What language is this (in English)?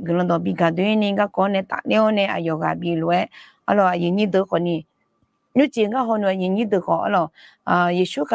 Akha